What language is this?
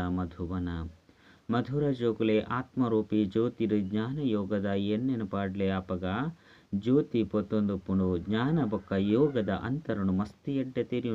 Tulu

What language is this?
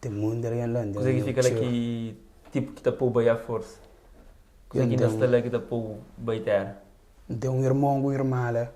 Kabuverdianu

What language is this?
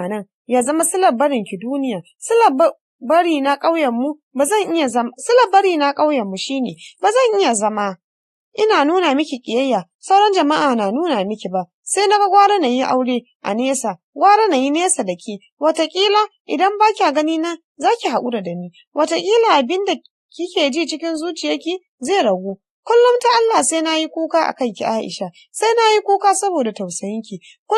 Hausa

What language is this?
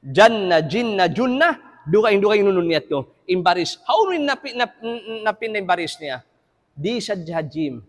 Tausug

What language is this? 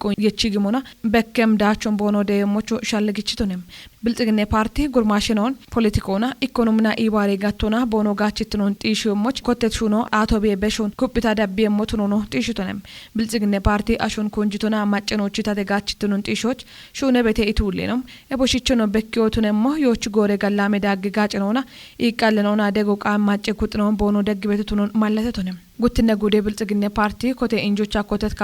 Kafa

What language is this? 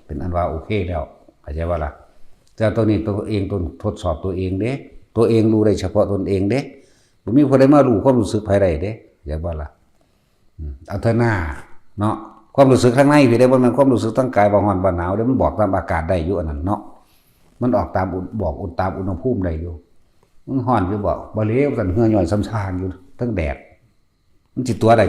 Northeastern Thai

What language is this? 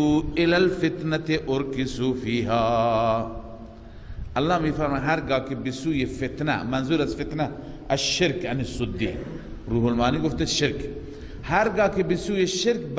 Persian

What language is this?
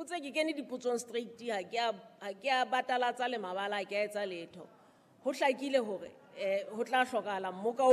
Southern Sotho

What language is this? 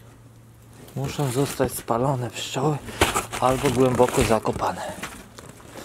Polish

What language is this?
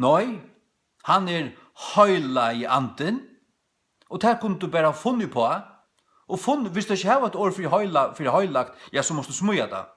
Faroese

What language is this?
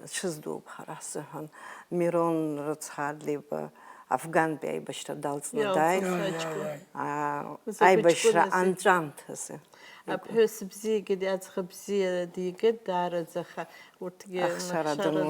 Abkhazian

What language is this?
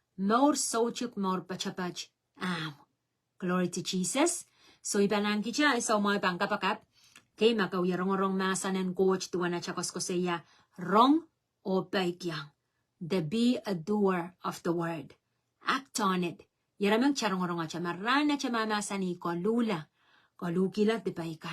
Pohnpeian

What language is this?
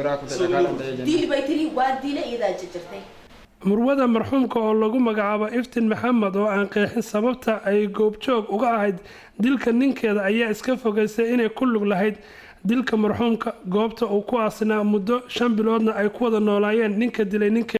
Somali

